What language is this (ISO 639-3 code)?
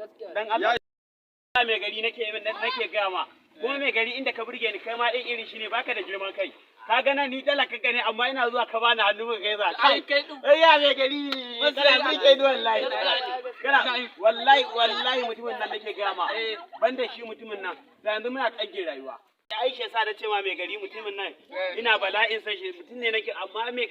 hau